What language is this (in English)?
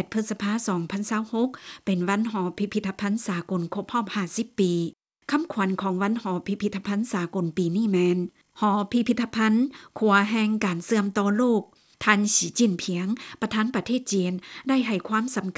Lao